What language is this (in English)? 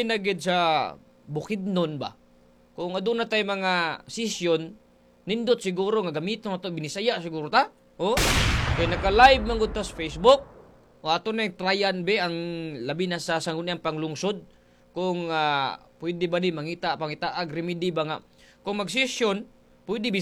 Cebuano